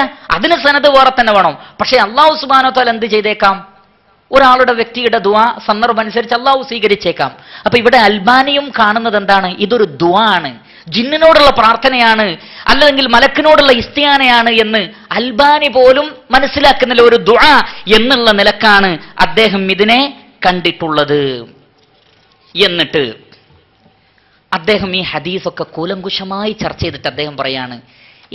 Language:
Malayalam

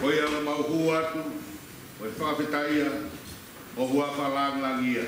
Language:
Tongan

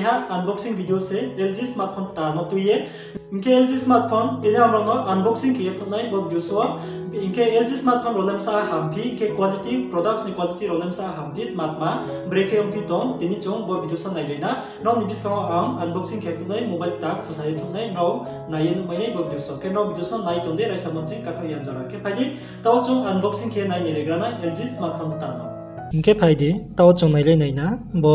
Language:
Riang (India)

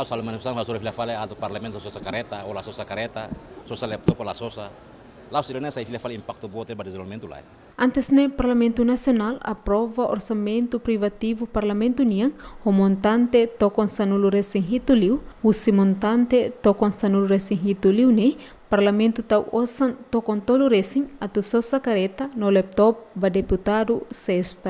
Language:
Tetum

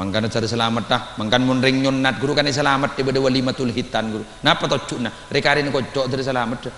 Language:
Madurese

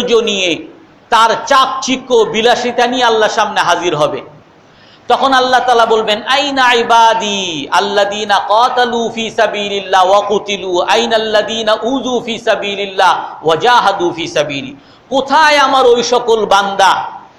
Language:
Bangla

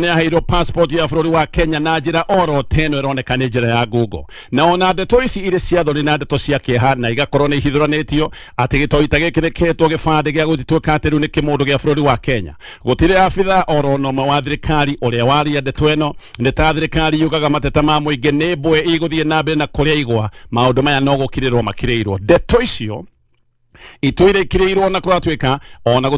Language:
Kikuyu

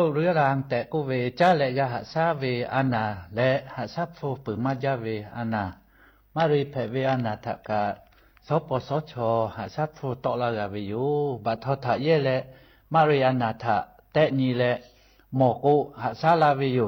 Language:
Lahu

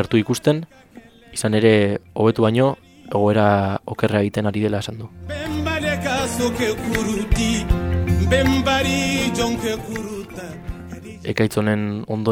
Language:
Basque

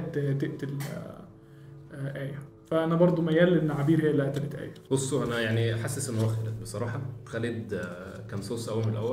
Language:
Egyptian Arabic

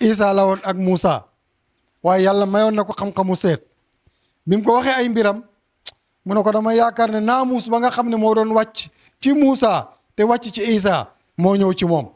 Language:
Wolof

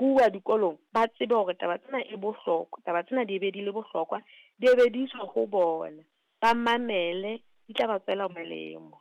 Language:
Southern Sotho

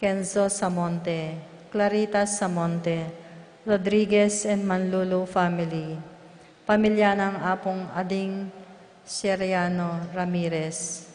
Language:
Pampanga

